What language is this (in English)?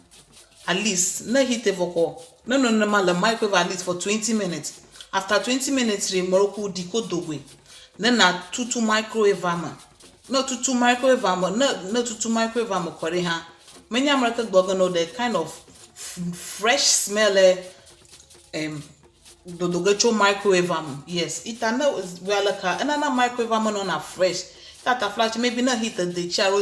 Ewe